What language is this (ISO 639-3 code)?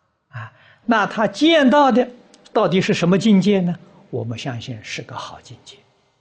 zho